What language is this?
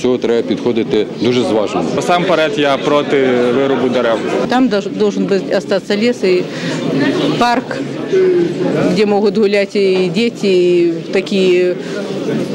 Ukrainian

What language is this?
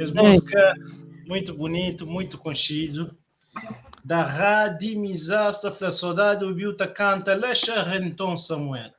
Kabuverdianu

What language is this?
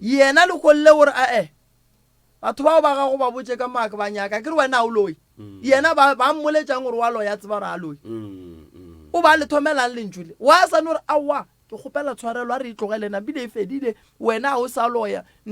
Northern Sotho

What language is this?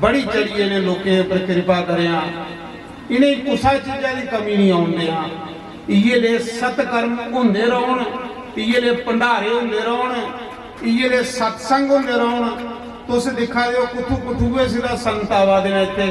Dogri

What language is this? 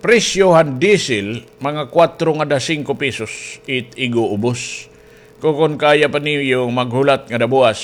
Waray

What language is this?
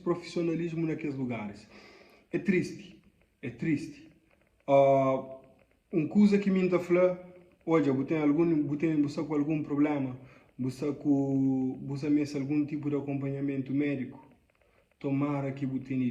Kabuverdianu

